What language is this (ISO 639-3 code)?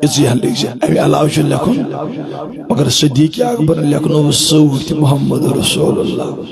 kas